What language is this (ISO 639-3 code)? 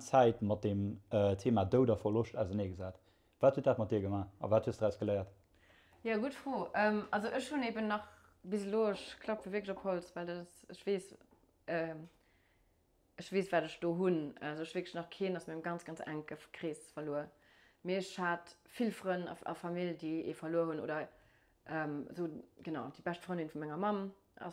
ltz